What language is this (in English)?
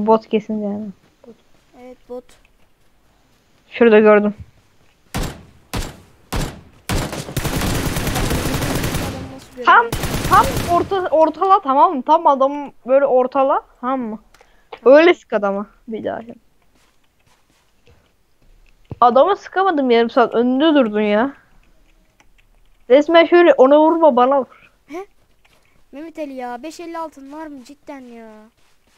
Turkish